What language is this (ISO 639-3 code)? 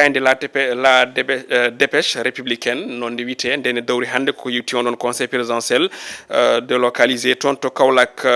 ful